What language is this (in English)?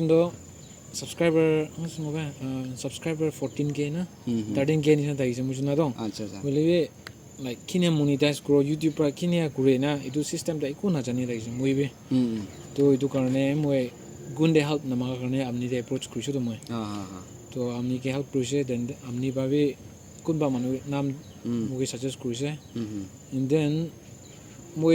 Naga Pidgin